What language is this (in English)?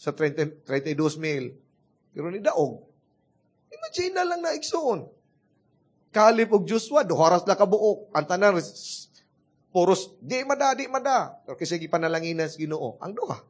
Cebuano